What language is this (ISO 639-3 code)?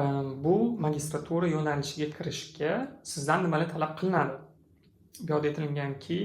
uzb